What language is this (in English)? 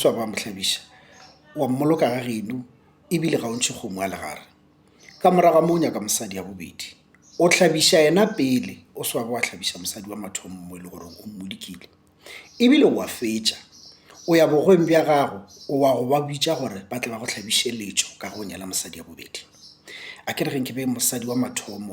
Northern Sotho